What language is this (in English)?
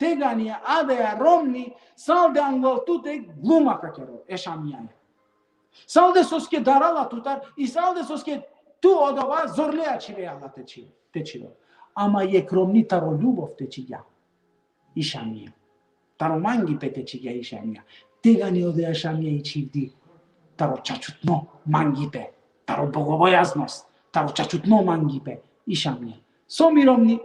Balkan Romani